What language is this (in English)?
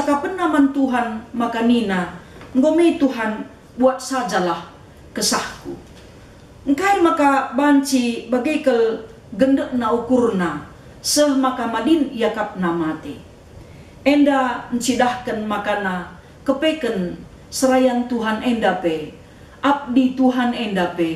Batak Karo